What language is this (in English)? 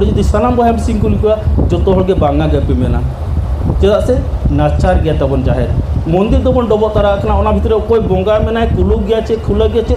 Santali